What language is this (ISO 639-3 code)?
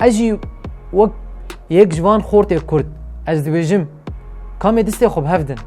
kur